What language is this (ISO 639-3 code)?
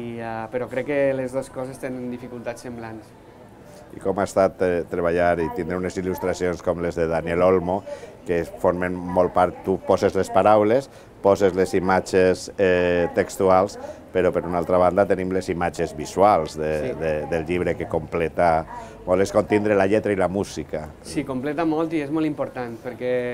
cat